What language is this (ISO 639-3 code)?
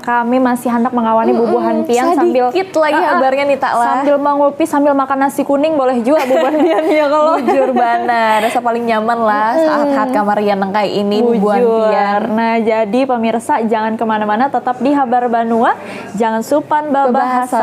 bjn